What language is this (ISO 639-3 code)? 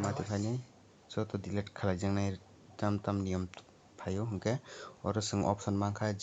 trp